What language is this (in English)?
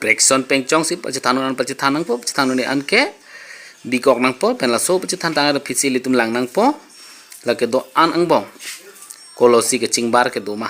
Karbi